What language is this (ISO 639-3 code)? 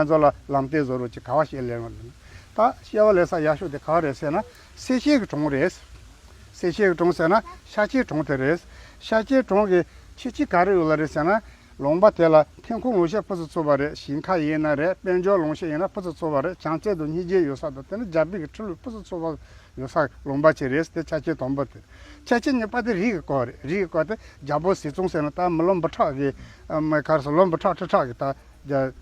bod